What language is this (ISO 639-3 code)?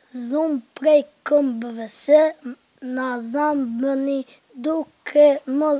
mkd